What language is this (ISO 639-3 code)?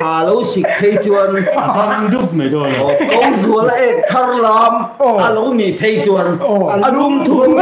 lus